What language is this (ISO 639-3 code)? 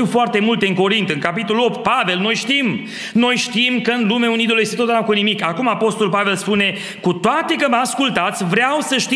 ron